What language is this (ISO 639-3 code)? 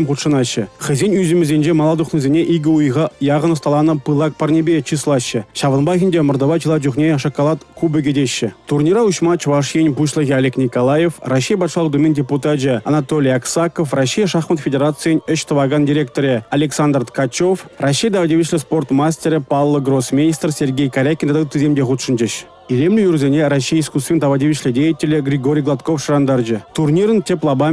chv